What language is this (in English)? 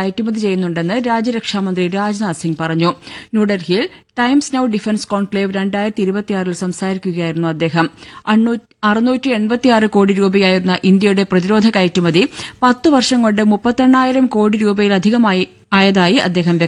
Malayalam